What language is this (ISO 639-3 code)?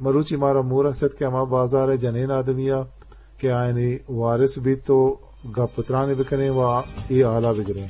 bgp